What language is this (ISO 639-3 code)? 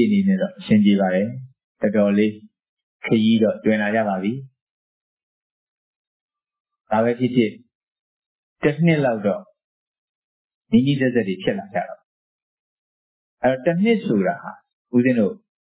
mya